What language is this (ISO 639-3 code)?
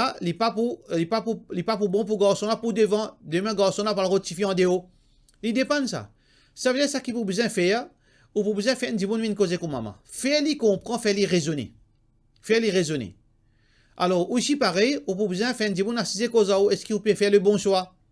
mfe